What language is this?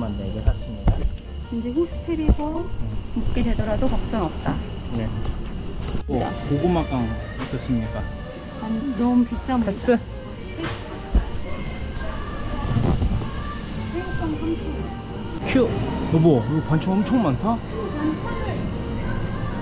Korean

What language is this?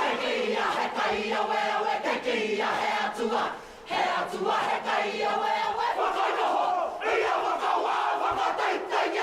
Māori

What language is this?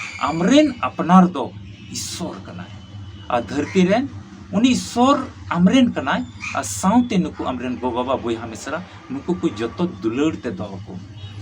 Santali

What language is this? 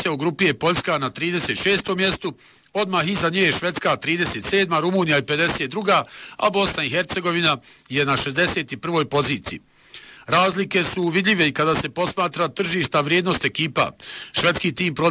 Bosnian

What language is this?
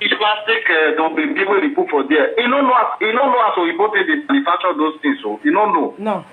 Nigerian Pidgin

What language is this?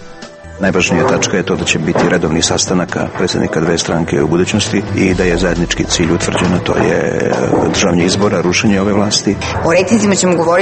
Serbian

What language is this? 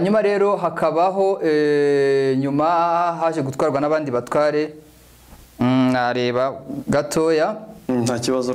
Kinyarwanda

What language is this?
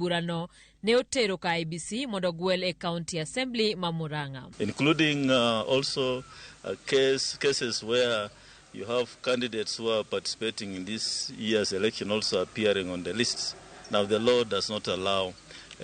Luo (Kenya and Tanzania)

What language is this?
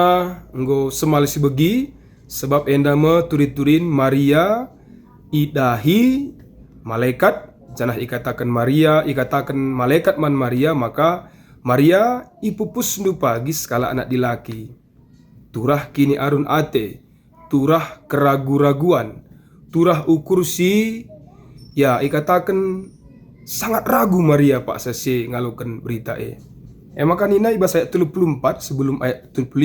Batak Karo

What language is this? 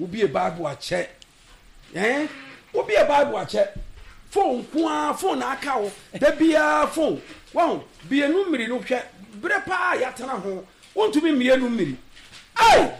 Akan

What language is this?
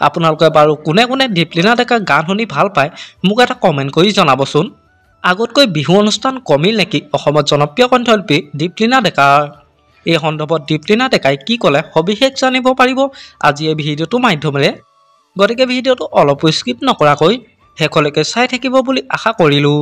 Assamese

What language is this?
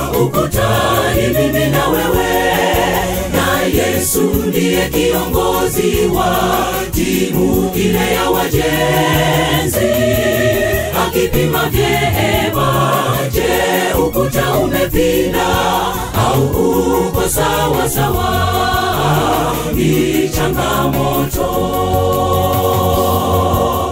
Swahili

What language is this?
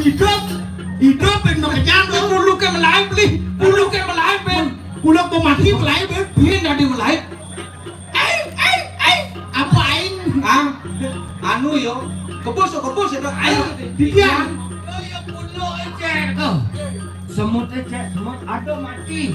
Balinese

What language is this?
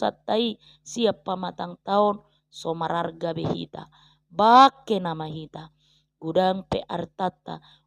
Batak Toba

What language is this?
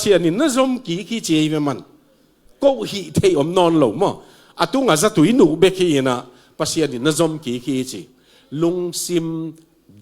Tedim Chin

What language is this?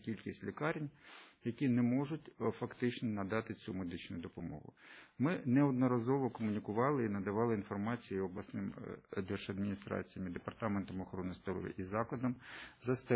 Ukrainian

